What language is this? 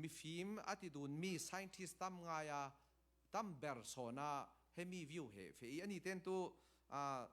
Falam Chin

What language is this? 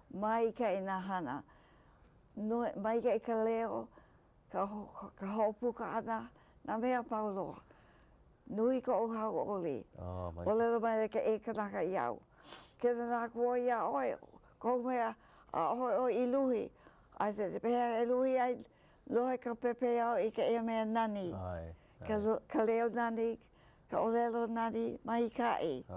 Hawaiian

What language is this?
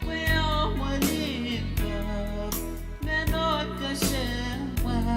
Pohnpeian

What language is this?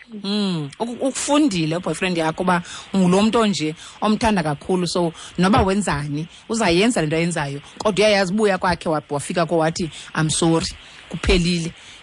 Xhosa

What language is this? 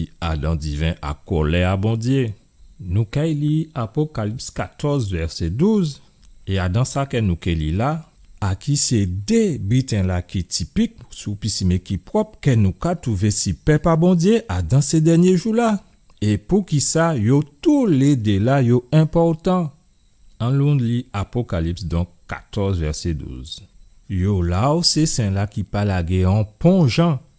Guadeloupean Creole French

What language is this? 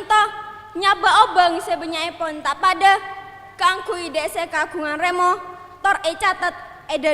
Madurese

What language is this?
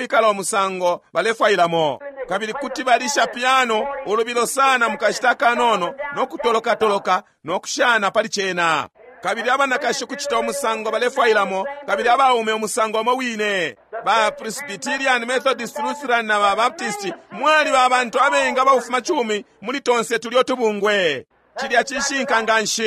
Bemba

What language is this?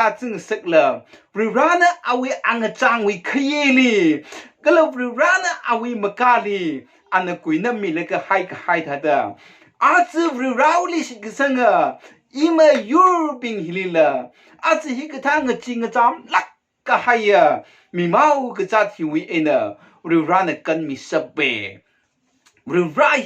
Tangkhul Naga (India)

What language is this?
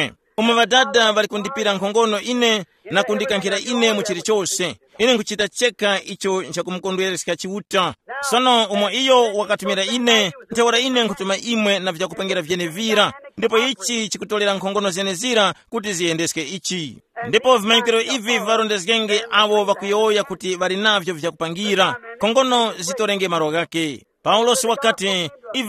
Tumbuka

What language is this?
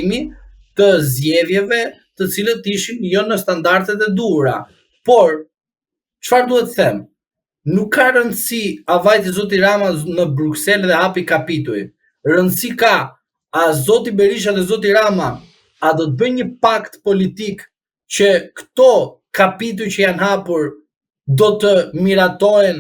Albanian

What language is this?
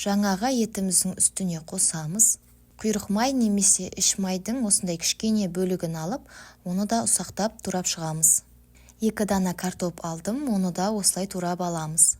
Kazakh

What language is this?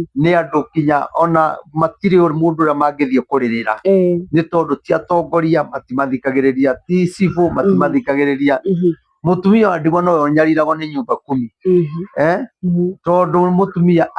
Kikuyu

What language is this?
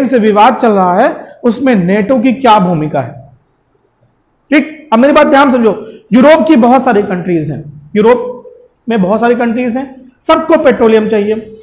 Hindi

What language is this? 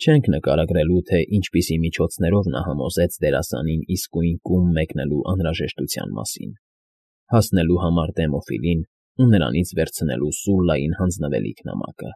Armenian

